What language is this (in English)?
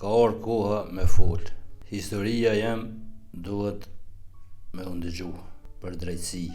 Albanian